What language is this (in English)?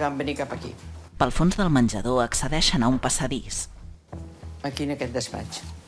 Catalan